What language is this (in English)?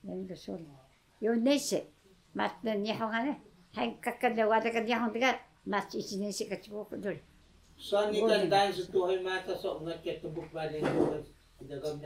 Taroko